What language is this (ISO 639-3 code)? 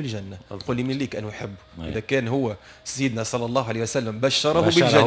aeb